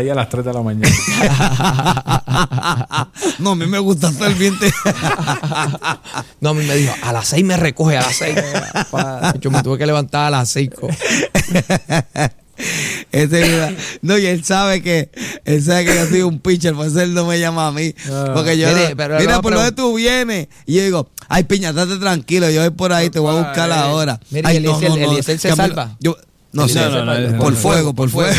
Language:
Spanish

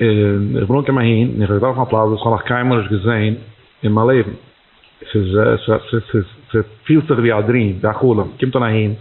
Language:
Yiddish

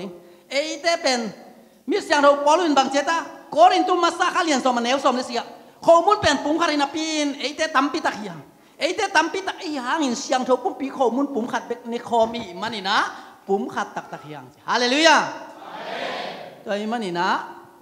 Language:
Tedim Chin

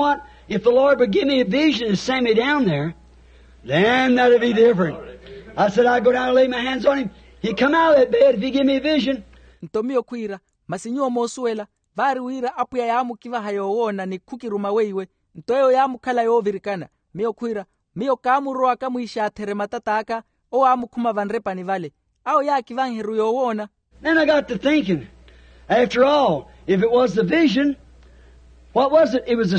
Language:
Makhuwa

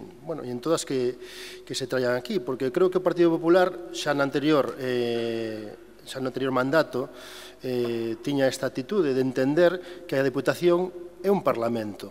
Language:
Galician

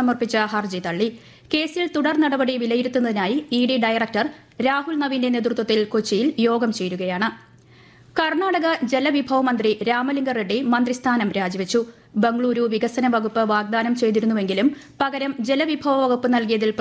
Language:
Malayalam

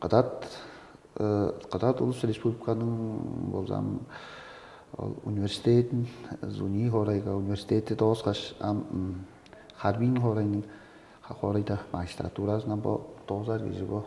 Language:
Tuvinian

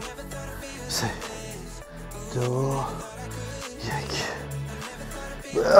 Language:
Persian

